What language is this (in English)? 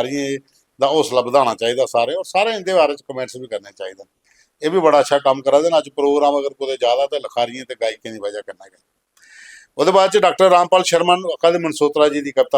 Dogri